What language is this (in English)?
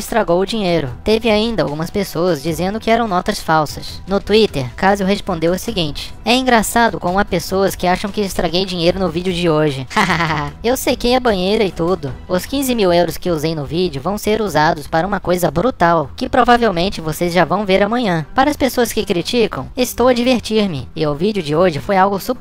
Portuguese